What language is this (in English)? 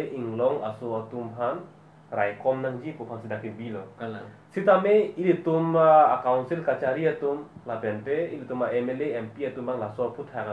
Karbi